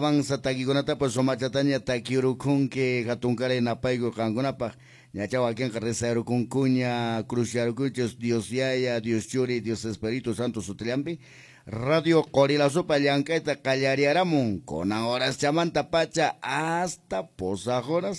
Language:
Quechua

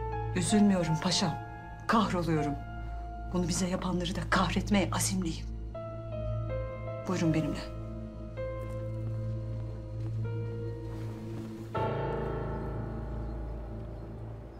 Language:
Turkish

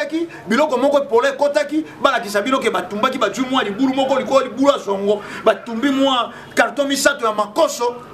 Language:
Lingala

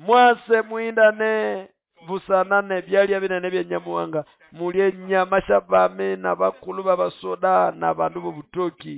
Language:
Nande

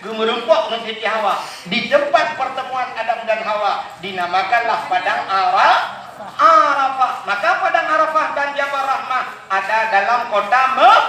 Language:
Achinese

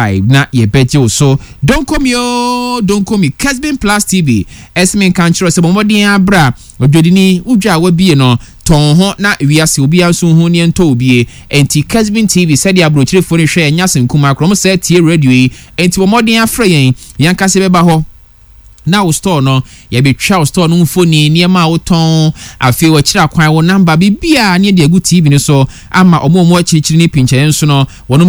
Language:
Akan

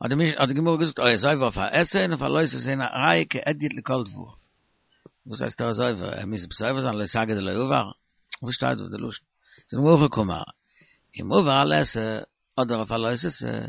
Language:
Yiddish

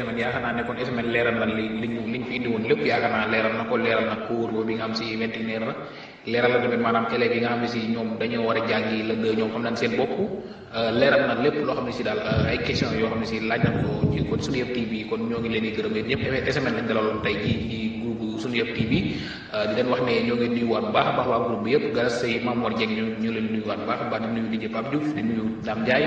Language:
Wolof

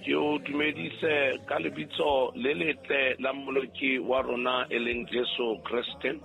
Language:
Southern Sotho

